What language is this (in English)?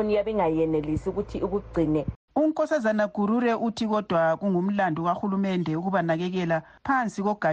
North Ndebele